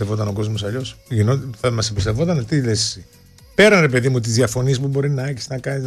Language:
Greek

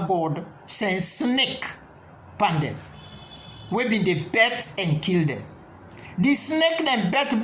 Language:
Krio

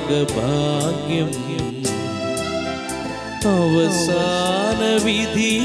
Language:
Malayalam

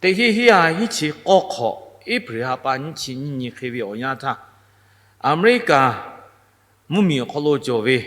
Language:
Lahu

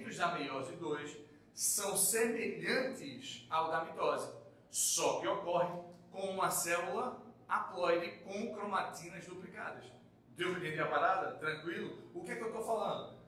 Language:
Portuguese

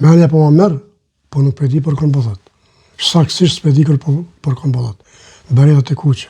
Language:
Albanian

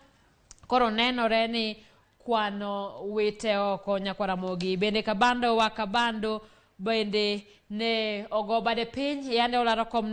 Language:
Luo (Kenya and Tanzania)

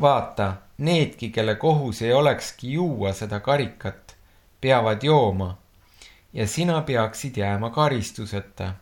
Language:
Estonian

